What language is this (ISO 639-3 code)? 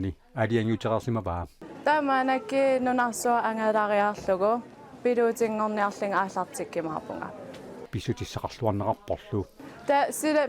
kal